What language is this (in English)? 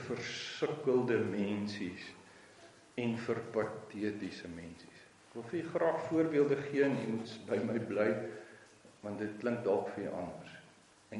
Afrikaans